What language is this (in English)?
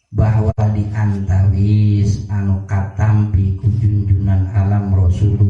Sundanese